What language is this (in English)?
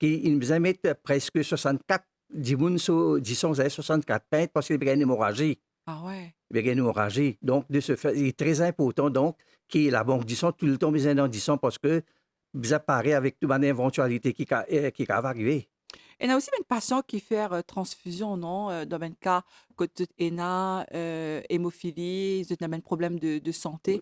Morisyen